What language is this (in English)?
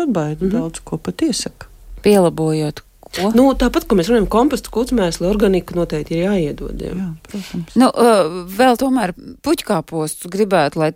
Latvian